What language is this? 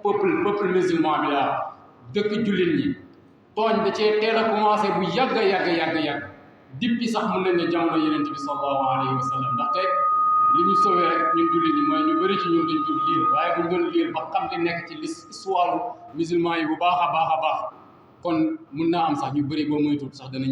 Wolof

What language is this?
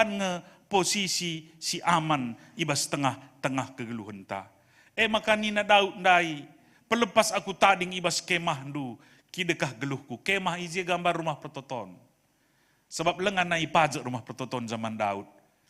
Batak Karo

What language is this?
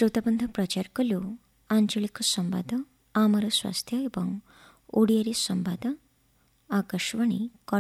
Odia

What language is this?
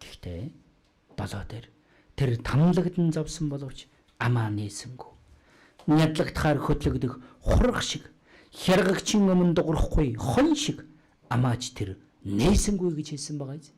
Mongolian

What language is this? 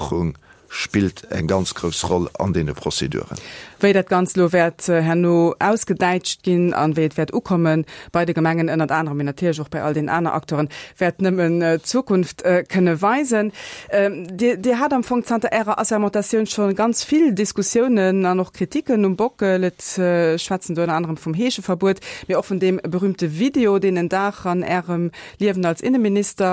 Luxembourgish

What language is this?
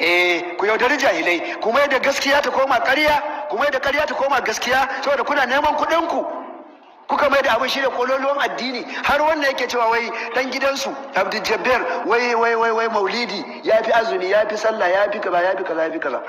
Hausa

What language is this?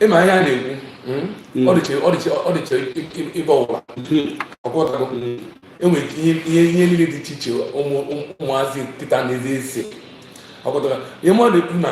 Igbo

